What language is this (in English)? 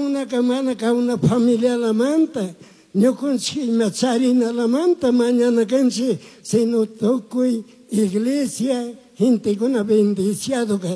Chimborazo Highland Quichua